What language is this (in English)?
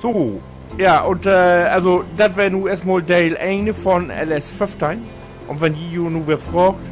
Low German